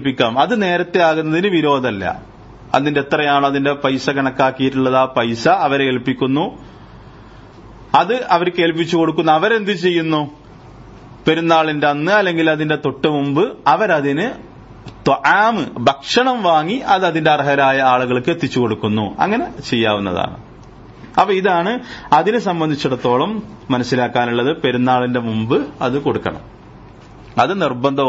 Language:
Malayalam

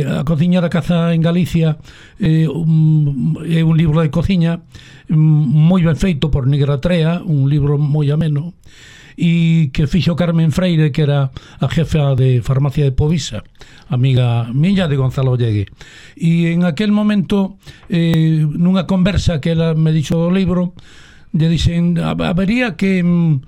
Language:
Galician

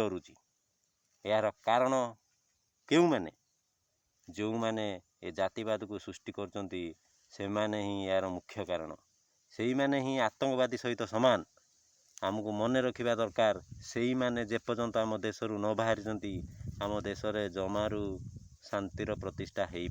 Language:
Odia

